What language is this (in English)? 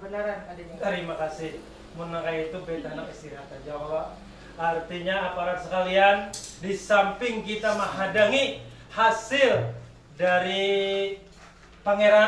Banjar